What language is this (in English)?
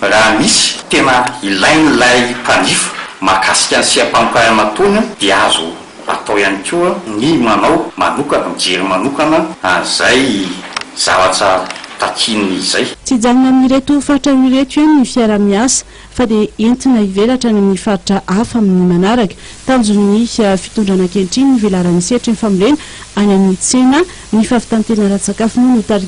Malagasy